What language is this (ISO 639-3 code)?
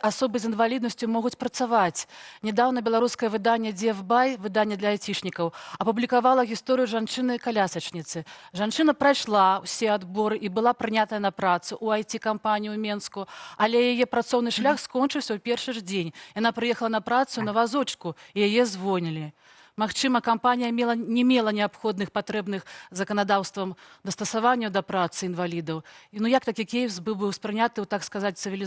bel